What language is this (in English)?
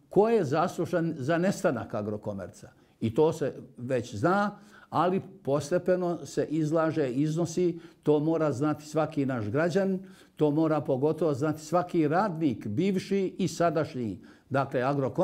Bosnian